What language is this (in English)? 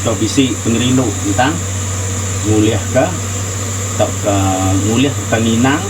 Iban